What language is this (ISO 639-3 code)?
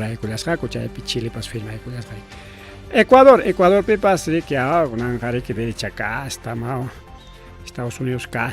quy